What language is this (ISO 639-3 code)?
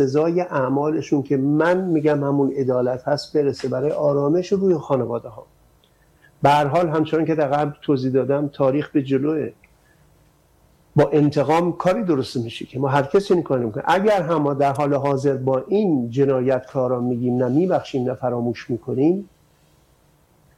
fas